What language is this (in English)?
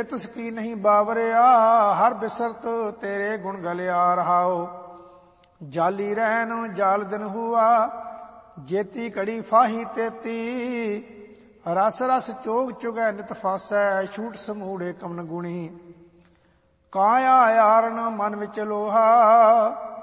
Punjabi